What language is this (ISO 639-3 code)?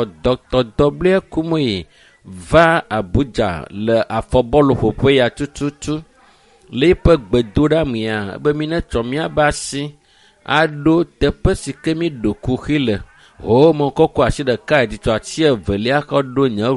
ewe